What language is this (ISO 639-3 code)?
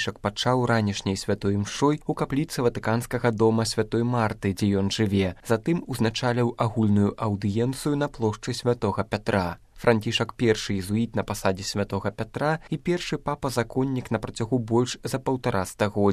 bel